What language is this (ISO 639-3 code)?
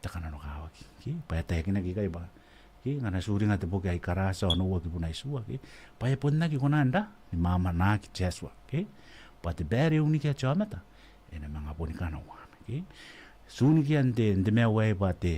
gil